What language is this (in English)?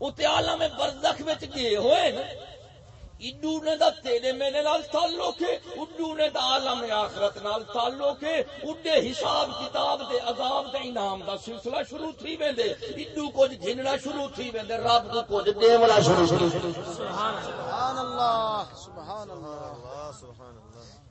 Saraiki